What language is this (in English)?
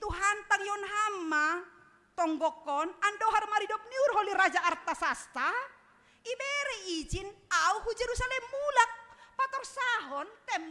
Batak Simalungun